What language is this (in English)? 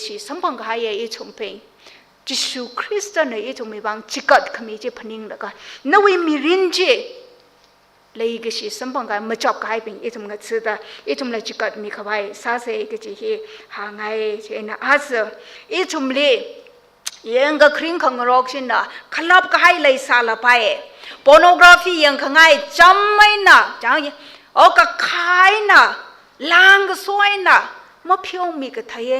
Tangkhul Naga (India)